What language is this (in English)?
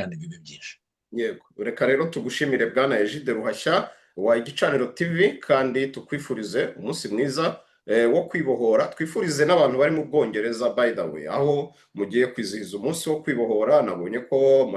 Kinyarwanda